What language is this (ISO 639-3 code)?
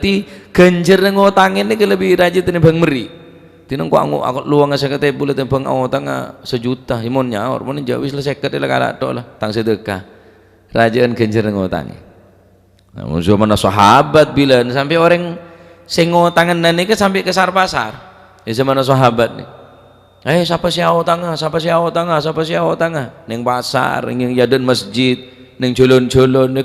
mad